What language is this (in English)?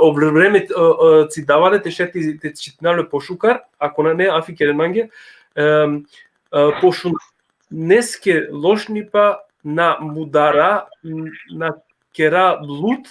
Balkan Romani